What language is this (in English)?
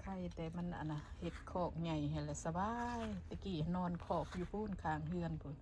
Lao